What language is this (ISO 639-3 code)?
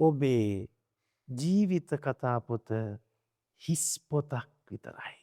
sin